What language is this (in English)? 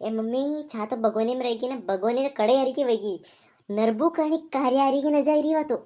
Rajasthani